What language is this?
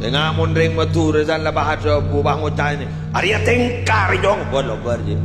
Madurese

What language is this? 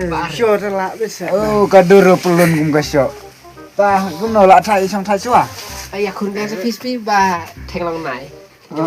Khasi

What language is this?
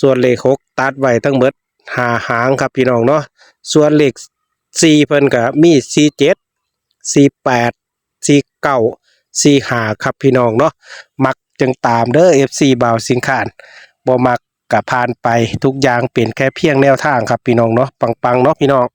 Northeastern Thai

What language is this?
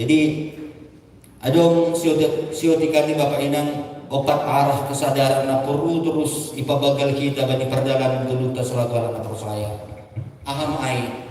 Batak Simalungun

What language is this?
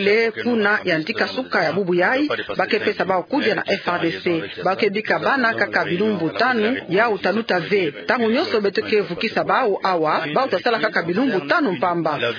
Kituba (Democratic Republic of Congo)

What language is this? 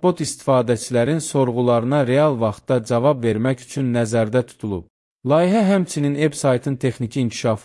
Azerbaijani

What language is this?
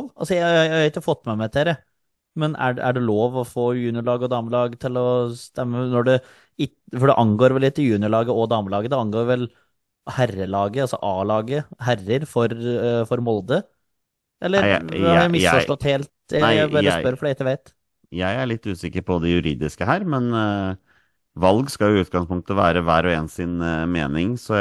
Norwegian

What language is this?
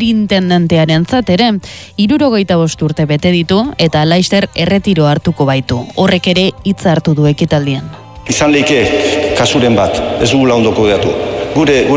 Basque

